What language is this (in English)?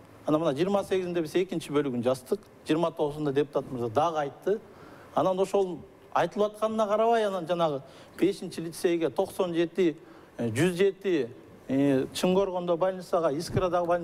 Kyrgyz